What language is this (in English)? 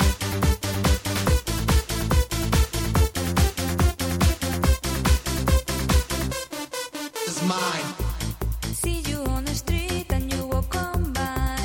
Catalan